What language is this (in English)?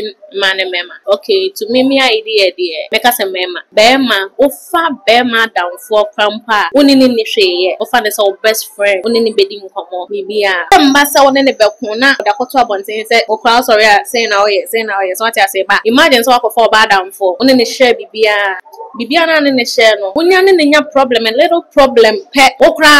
Akan